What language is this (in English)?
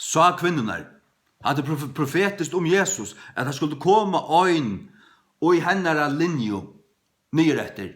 Faroese